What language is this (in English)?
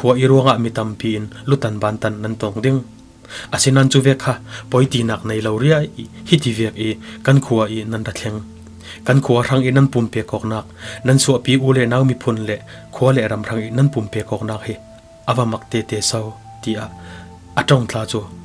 Falam Chin